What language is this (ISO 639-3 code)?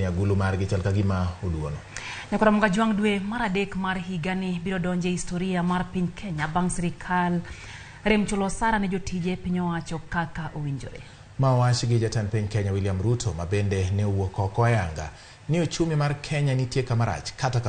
luo